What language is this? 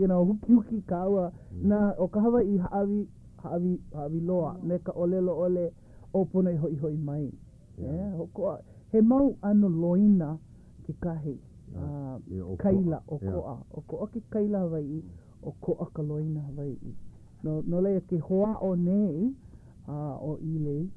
Hawaiian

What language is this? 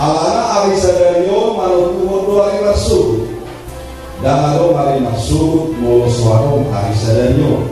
Batak Toba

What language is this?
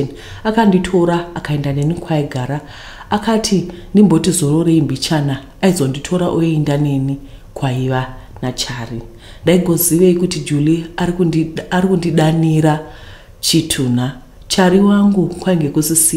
Shona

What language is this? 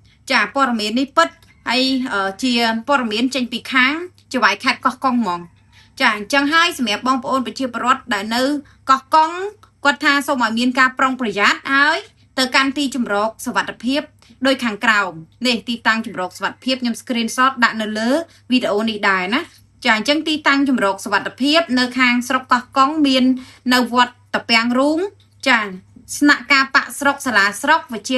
Khmer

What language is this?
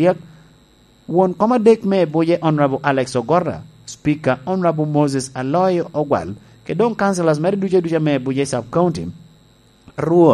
Lango (Uganda)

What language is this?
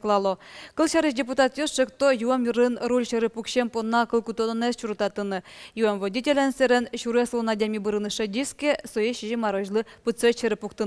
Udmurt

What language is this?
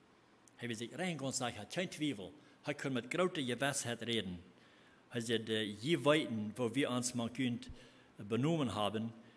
Plautdietsch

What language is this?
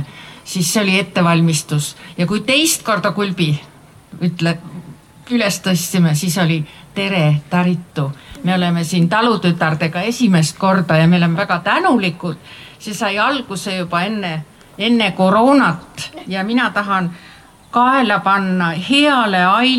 Estonian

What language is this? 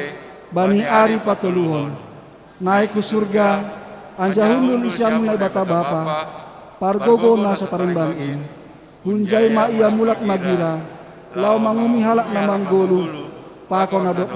Batak Simalungun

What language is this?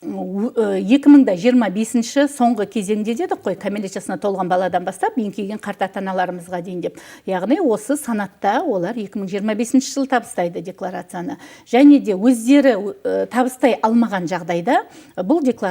Kazakh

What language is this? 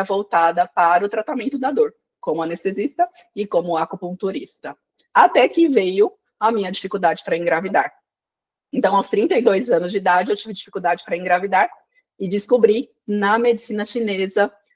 Portuguese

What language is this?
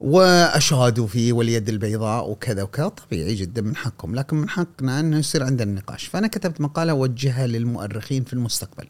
Gulf Arabic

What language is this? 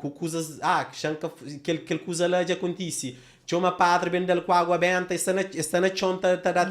Kabuverdianu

